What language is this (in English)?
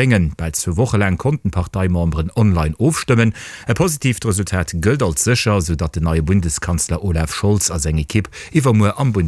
Luxembourgish